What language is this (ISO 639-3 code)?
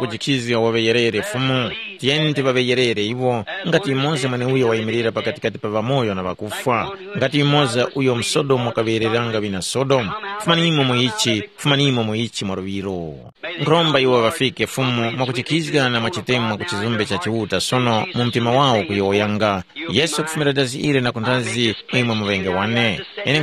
tum